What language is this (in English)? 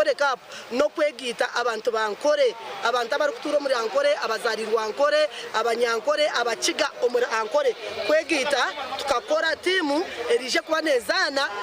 Nyankole